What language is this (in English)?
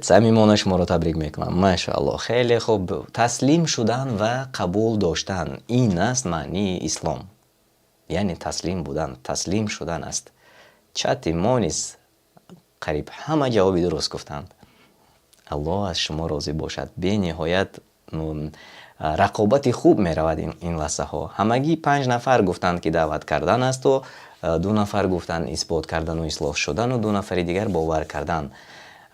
Tajik